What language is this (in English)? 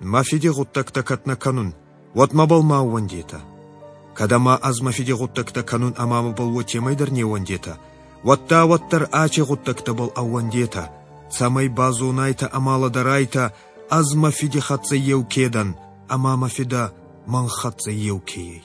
Ossetic